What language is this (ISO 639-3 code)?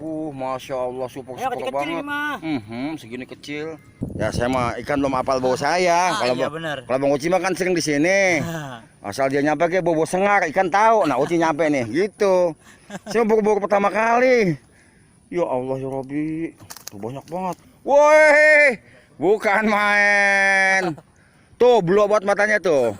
bew